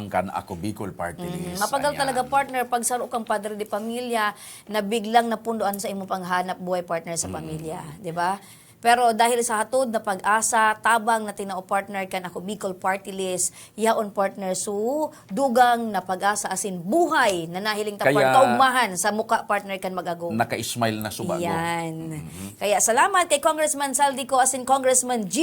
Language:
Bikol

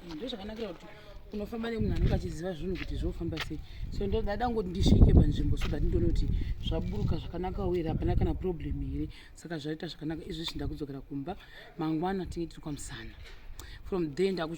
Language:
Shona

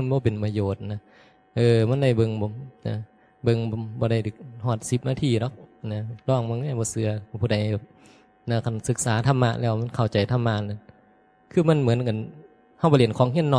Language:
Northeastern Thai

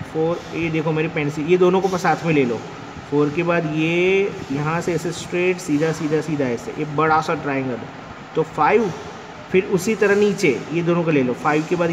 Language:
Hindi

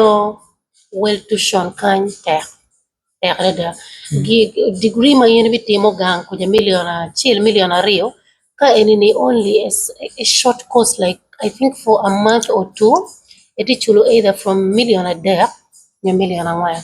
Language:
Acoli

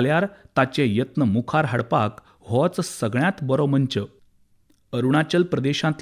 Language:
Konkani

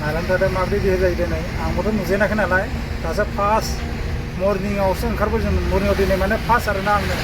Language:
Bodo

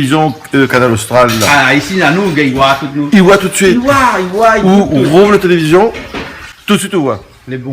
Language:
Réunion Creole French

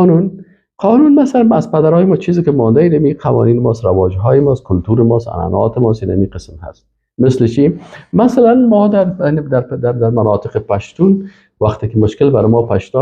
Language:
Persian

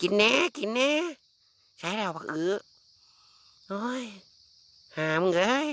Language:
Lao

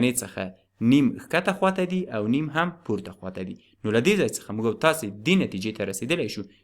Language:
Pashto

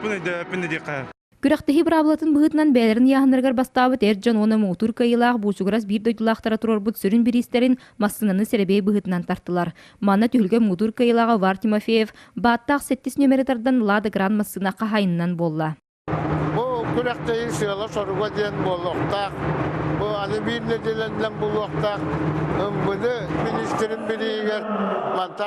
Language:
Yakut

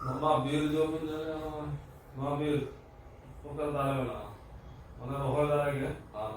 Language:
Santali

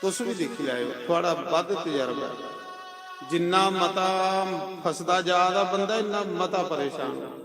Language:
Dogri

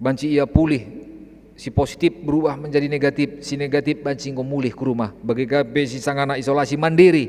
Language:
Batak Karo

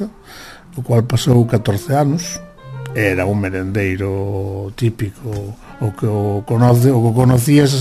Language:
Galician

